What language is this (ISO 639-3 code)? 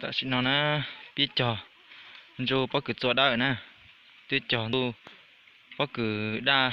hmn